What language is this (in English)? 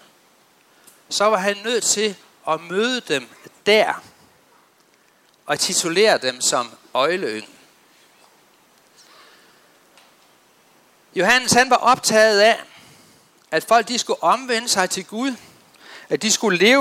Danish